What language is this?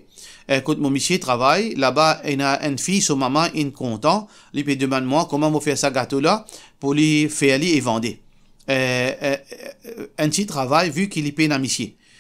Morisyen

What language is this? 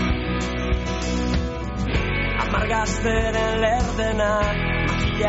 Basque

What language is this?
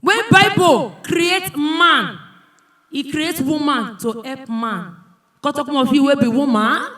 Nigerian Pidgin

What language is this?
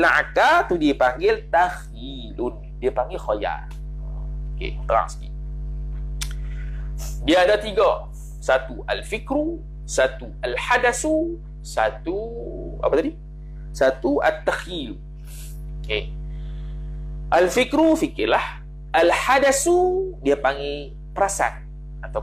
Malay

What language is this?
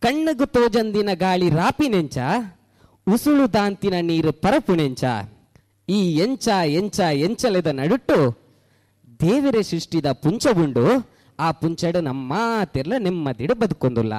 Tulu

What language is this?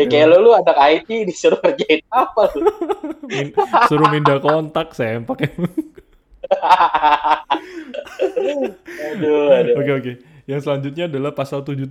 Indonesian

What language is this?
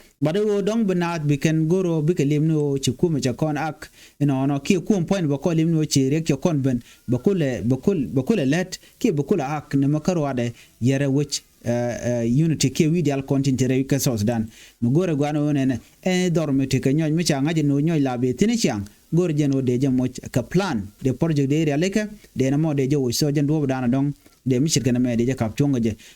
Nuer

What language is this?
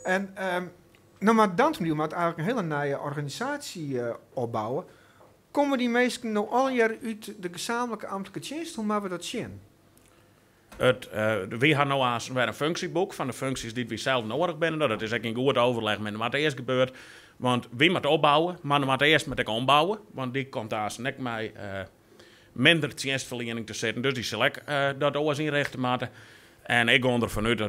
Dutch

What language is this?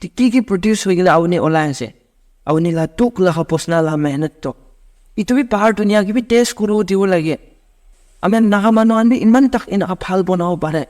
Naga Pidgin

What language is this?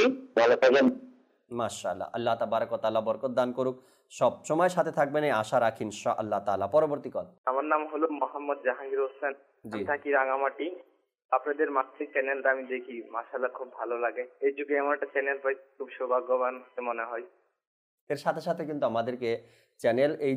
Bangla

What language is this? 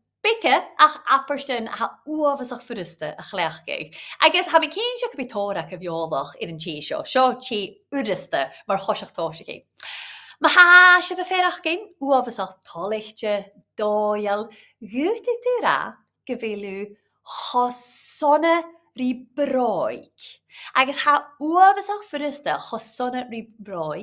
Scottish Gaelic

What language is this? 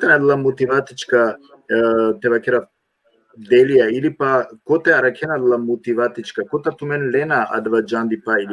Balkan Romani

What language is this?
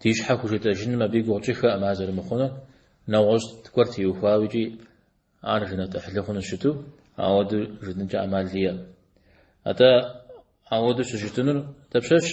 Kabardian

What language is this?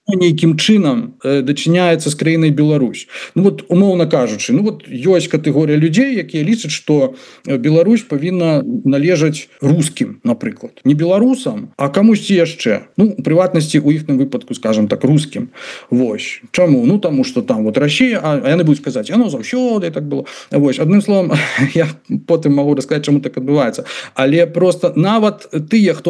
Belarusian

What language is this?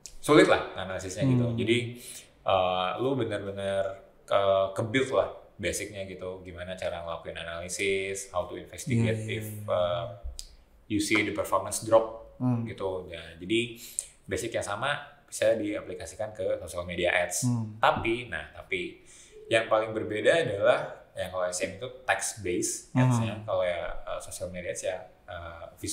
Indonesian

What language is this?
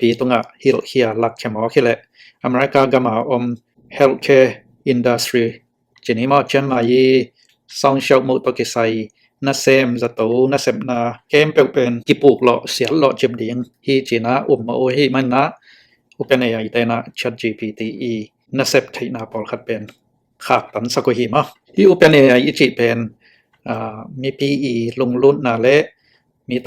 Tedim Chin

